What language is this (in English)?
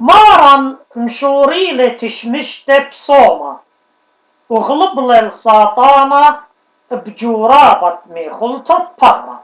Assyrian Neo-Aramaic